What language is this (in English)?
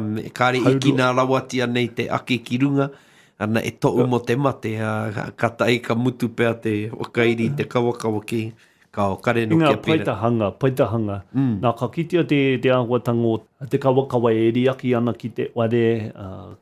Māori